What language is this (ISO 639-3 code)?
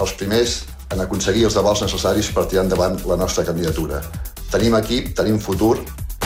cat